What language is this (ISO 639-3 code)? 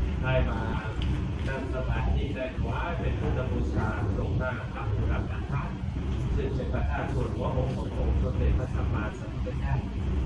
tha